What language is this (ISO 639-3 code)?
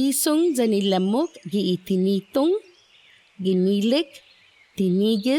cha